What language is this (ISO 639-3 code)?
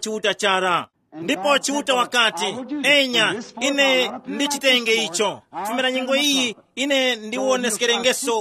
tum